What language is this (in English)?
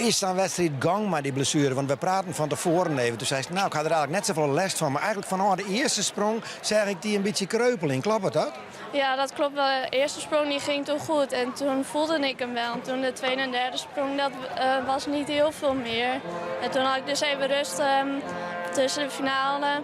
Western Frisian